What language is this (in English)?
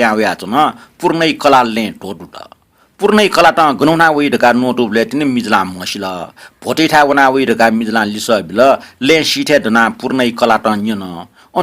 Newari